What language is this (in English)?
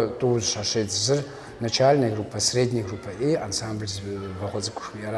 Kabardian